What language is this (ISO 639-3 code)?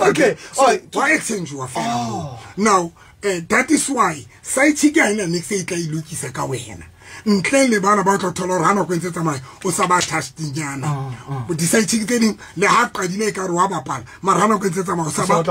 sot